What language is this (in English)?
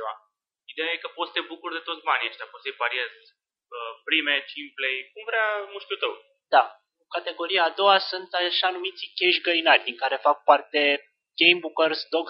Romanian